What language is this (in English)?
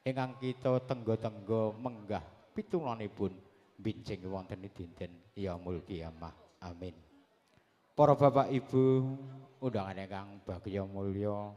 Javanese